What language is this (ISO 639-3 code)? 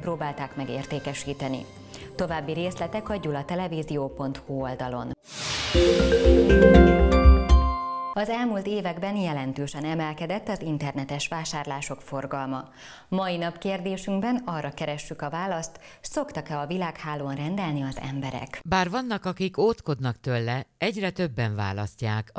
hun